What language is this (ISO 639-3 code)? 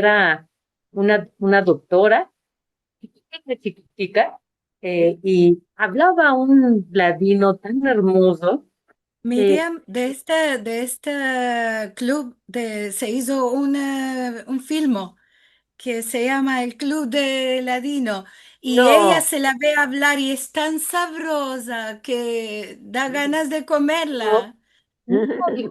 lad